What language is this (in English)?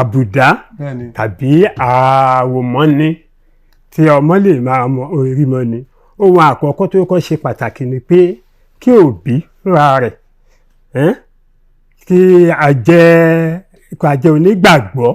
Yoruba